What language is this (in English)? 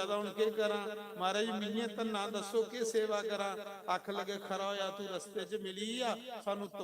Dogri